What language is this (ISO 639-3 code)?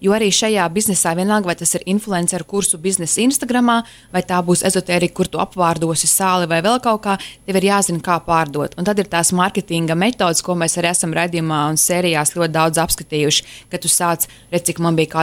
lav